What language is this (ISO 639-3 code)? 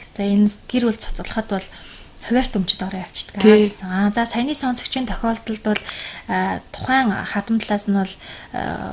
mon